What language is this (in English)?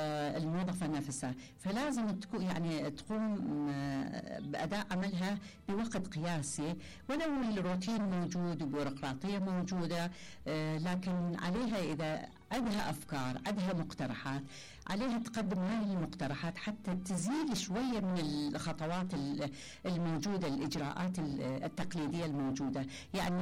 Mesopotamian Arabic